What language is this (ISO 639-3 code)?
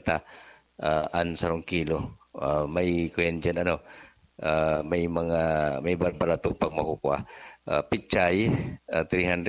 bik